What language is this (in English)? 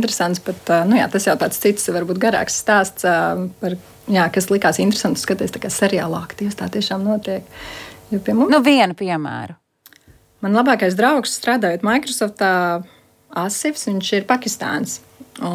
Latvian